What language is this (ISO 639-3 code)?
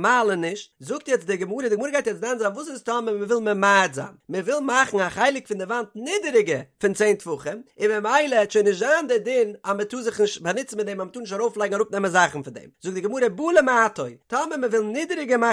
yid